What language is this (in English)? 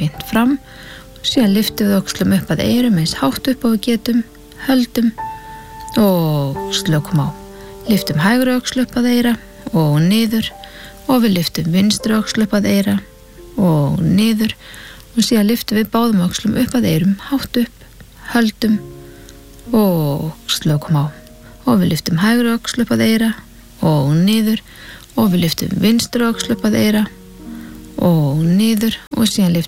Icelandic